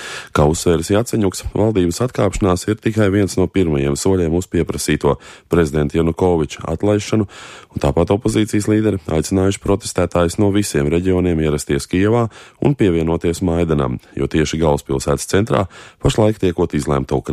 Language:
Latvian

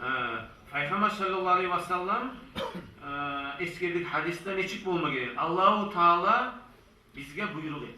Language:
Kumyk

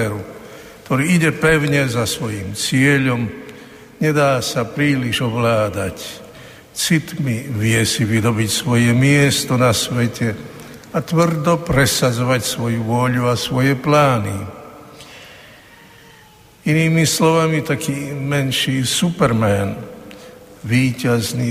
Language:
Slovak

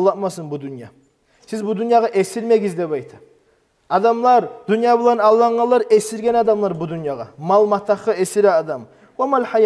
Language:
Kumyk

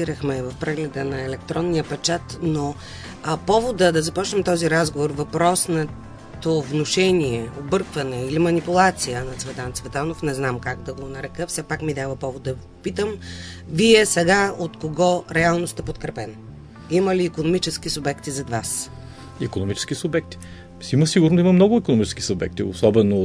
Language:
Bulgarian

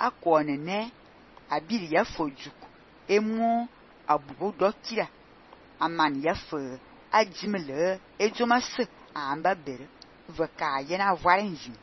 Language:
Fang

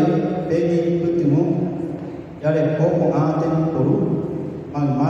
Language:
Guarani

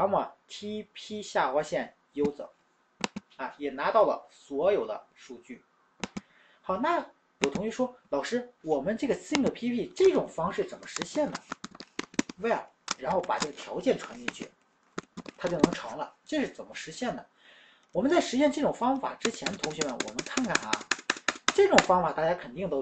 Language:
Chinese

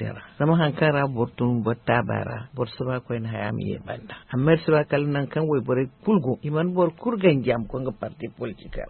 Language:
Zarma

